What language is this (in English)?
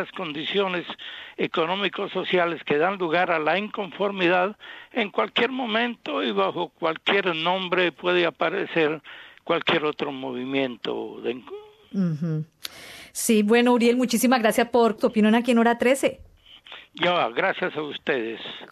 Spanish